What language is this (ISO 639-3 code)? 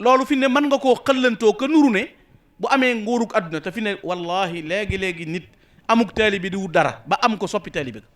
wol